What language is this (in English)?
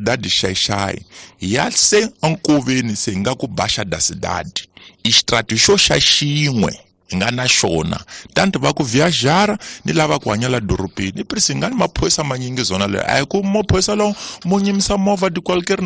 Tsonga